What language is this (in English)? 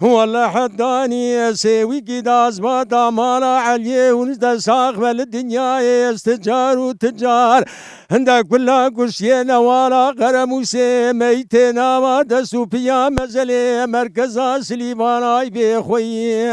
Kurdish